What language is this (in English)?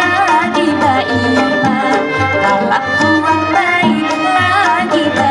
Banjar